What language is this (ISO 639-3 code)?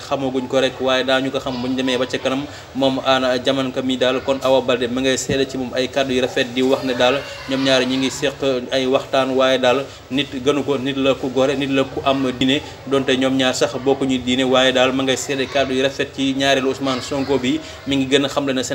wol